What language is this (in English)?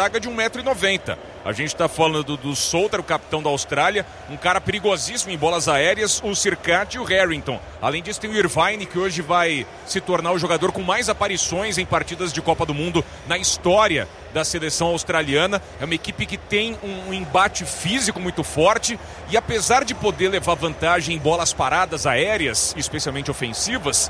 Portuguese